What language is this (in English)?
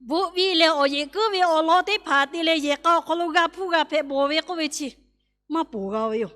Lahu